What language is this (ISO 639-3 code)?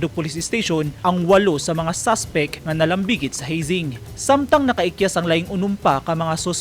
ceb